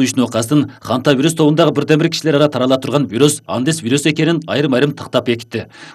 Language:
Kyrgyz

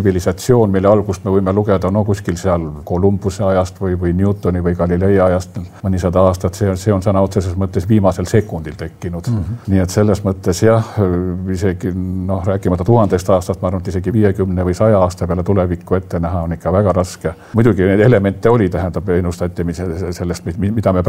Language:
Estonian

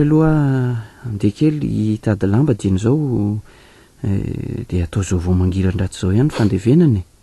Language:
Malagasy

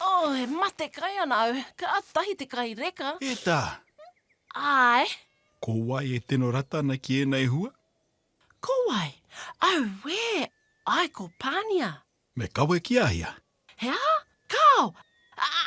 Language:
Māori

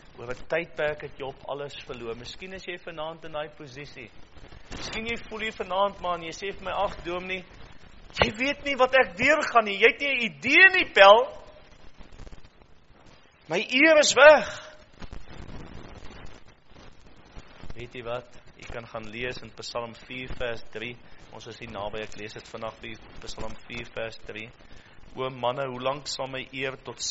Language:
Afrikaans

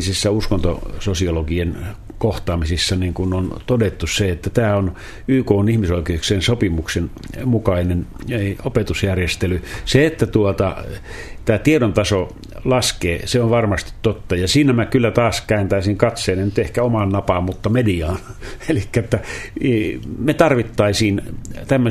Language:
Finnish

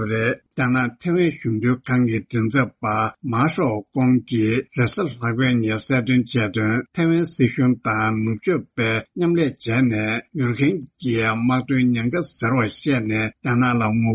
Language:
Tibetan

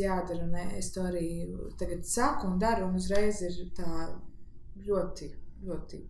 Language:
Latvian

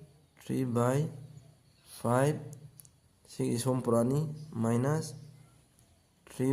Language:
Manipuri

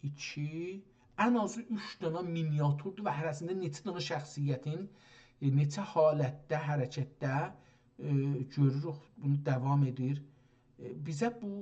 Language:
South Azerbaijani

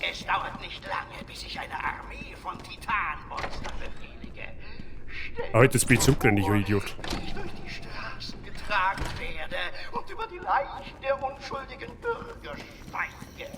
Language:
Bavarian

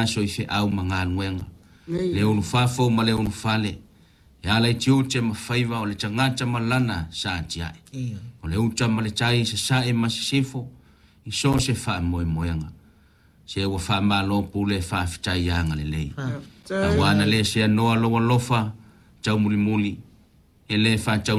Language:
Samoan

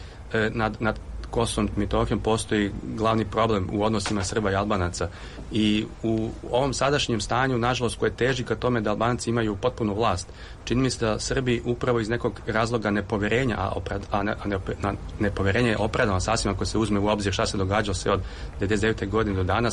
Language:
Serbian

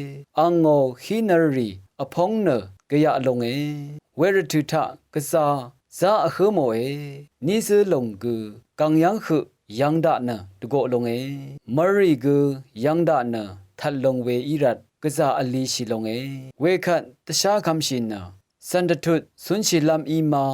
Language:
Rawang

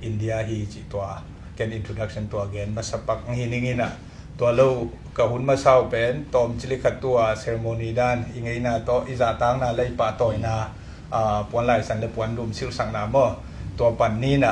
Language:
Tedim Chin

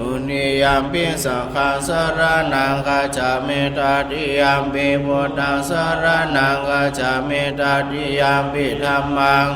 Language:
Pali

